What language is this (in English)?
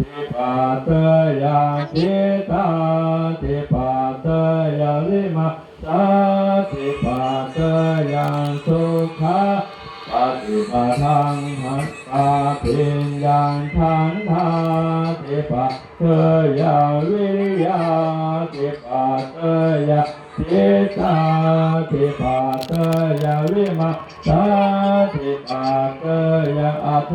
Pali